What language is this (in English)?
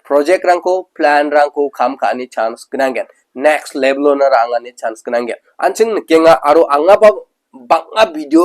Garo